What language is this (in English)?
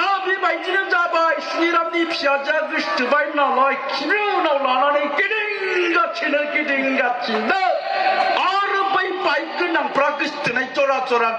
Bodo